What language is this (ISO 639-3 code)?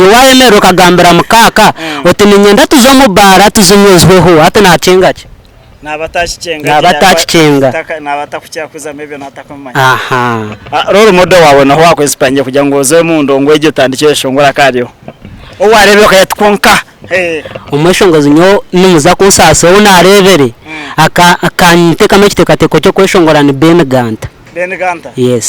nyn